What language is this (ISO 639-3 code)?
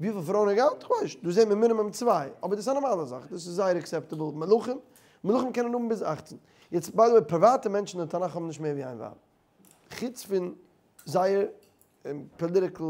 yid